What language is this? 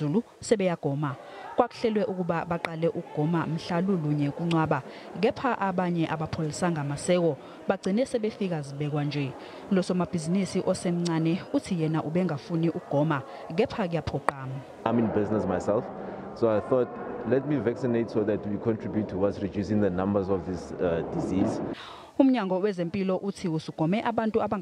Zulu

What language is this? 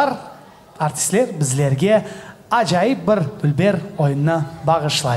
Crimean Tatar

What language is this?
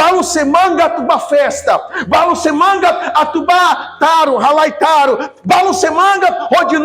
Tetum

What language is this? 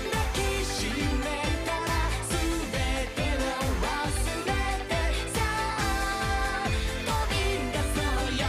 Japanese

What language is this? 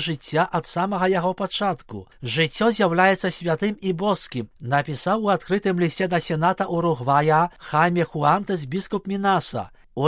Belarusian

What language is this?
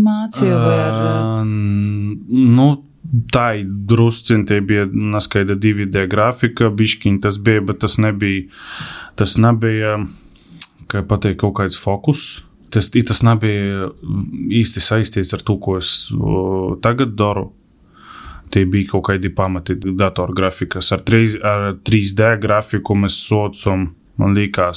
Latvian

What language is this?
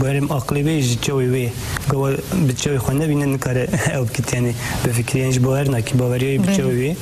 Kurdish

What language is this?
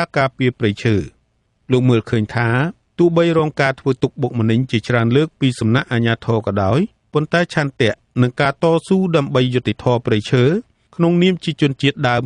Khmer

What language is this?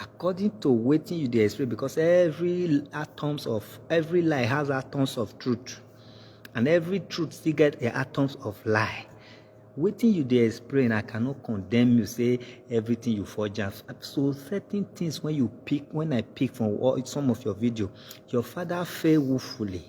Nigerian Pidgin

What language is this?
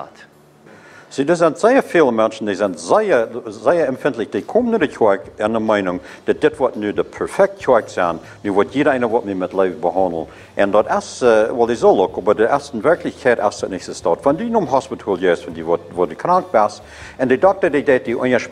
Plautdietsch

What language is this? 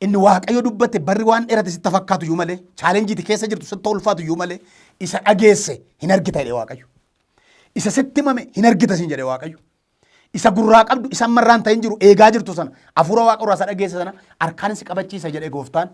Oromo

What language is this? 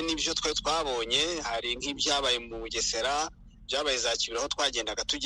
Kinyarwanda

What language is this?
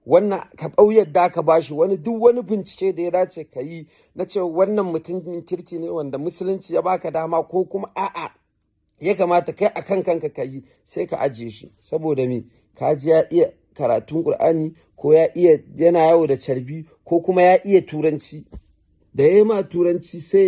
Hausa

